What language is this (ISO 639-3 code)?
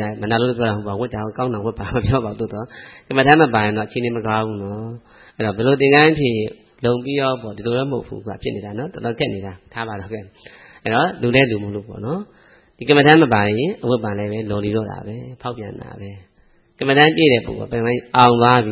mya